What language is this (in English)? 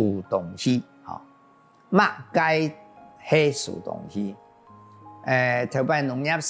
Hakka Chinese